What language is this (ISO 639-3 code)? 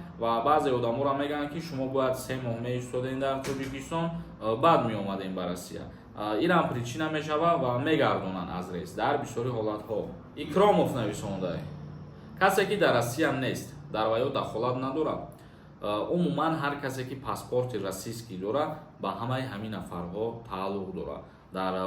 tgk